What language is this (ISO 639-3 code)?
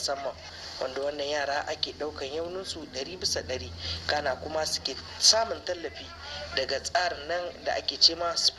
hau